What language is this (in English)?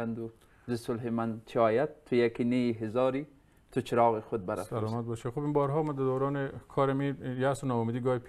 Persian